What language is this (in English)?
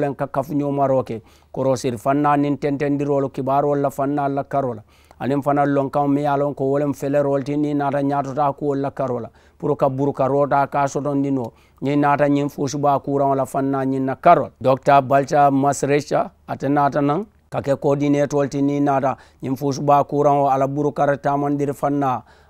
Mandingo